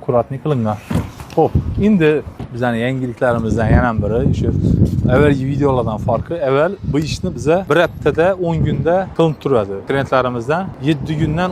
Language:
Uzbek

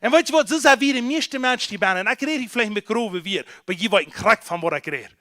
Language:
Plautdietsch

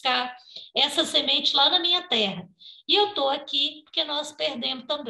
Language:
Portuguese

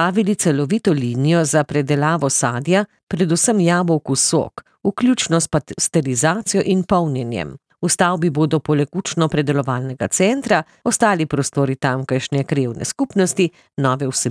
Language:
Slovenian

